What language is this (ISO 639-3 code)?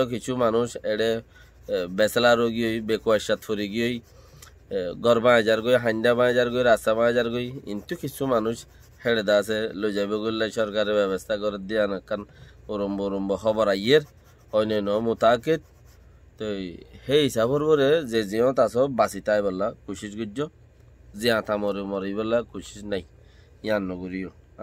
rhg